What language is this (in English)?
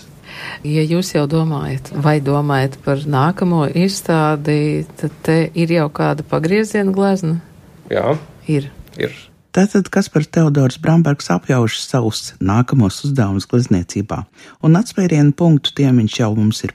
Latvian